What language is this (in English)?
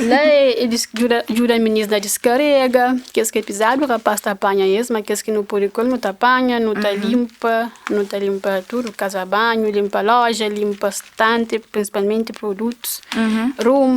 Kabuverdianu